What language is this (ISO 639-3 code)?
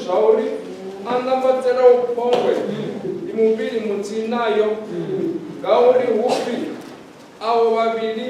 ven